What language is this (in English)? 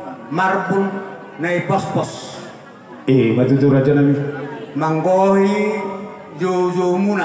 Batak Toba